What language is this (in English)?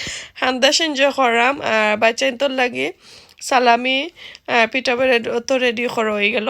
Sylheti